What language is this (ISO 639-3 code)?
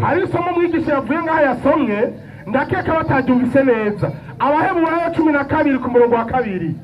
run